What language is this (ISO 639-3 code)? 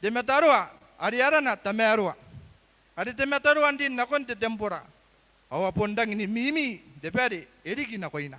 gil